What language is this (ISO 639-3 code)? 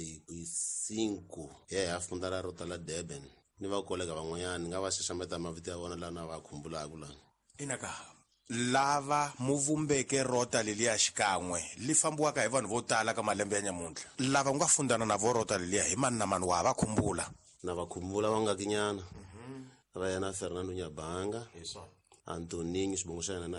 tso